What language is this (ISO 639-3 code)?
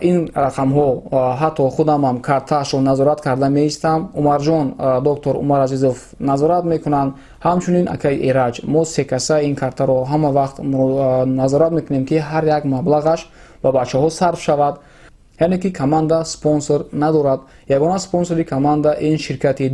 tgk